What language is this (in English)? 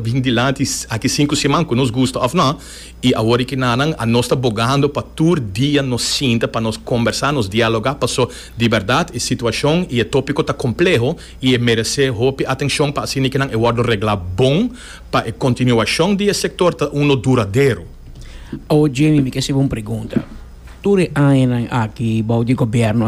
Papiamento